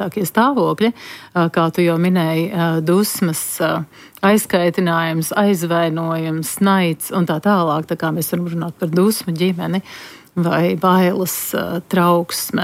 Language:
Latvian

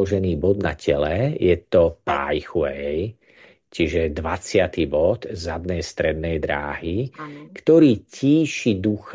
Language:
Slovak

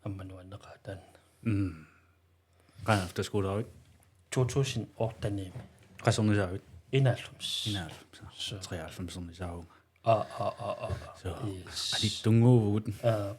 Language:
Kalaallisut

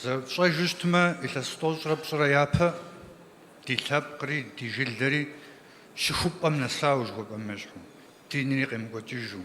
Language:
Kabardian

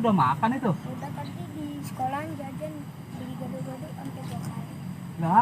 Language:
Betawi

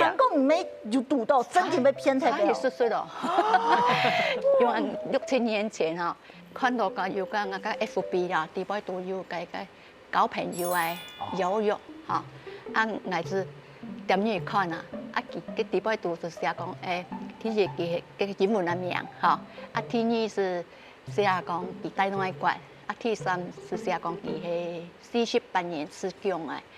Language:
Hakka Chinese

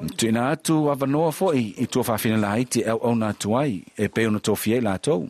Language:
Samoan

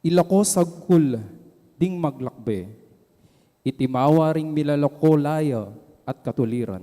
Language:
Pampanga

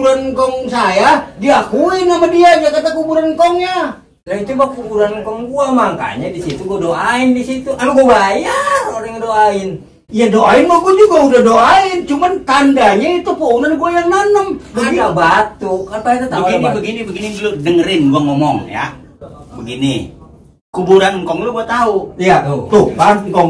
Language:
Betawi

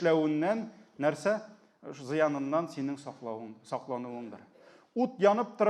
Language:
Tatar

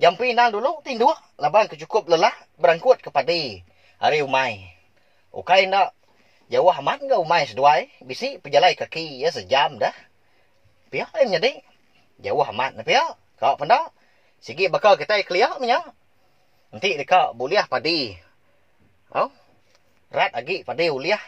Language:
Iban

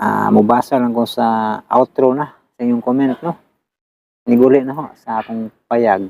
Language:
Cebuano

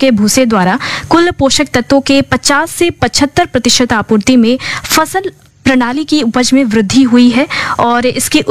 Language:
Hindi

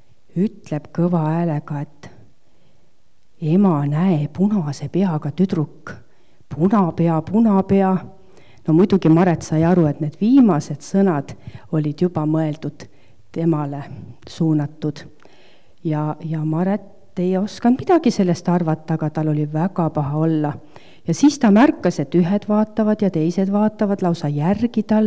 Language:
Estonian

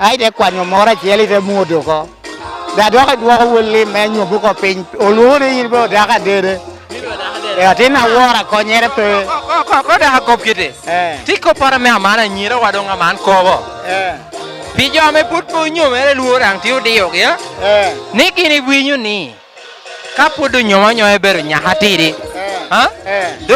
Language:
Lango (Uganda)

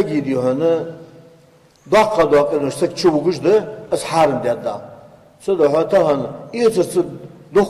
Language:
Ingush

